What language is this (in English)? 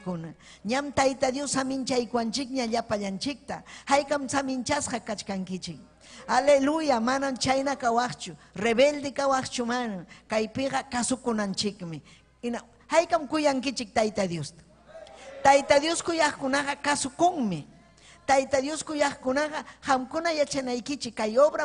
Ayacucho Quechua